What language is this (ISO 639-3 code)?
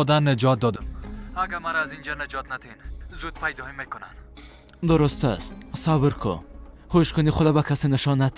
fas